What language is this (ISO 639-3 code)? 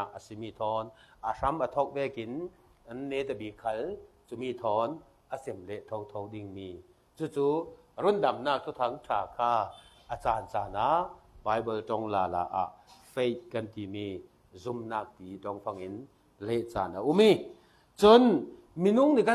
cfm